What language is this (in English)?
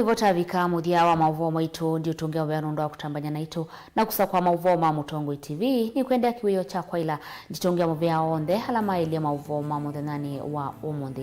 Kamba